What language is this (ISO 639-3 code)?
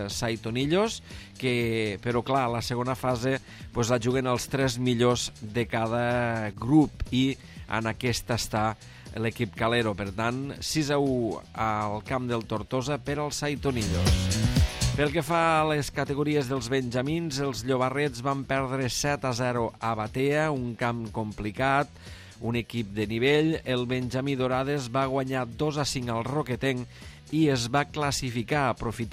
cat